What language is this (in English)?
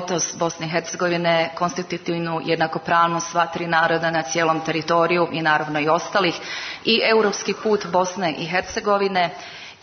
Serbian